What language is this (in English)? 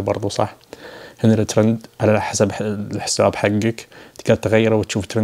Najdi Arabic